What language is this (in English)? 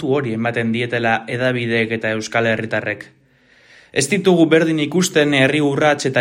Basque